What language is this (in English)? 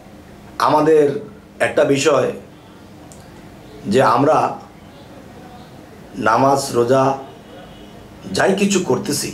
Bangla